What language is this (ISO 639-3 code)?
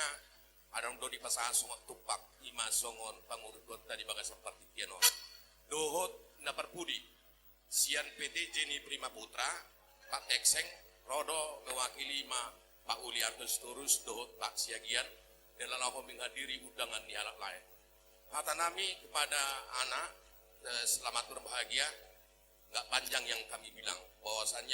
bbc